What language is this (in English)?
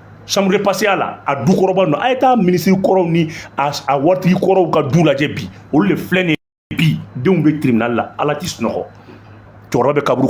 Bambara